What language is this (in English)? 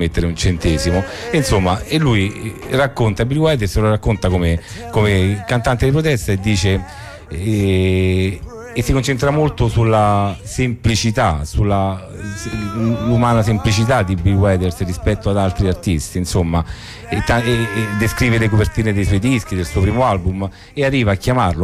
Italian